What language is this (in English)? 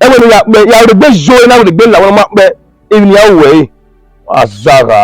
Bini